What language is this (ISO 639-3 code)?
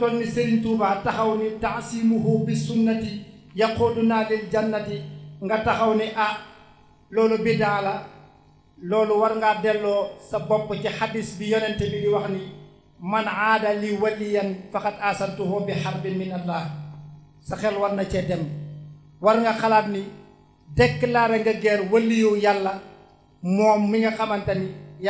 wol